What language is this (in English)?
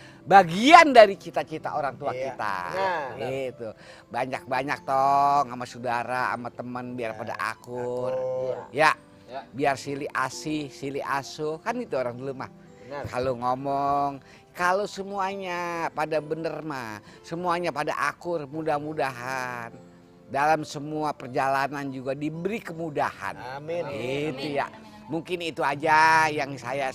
Betawi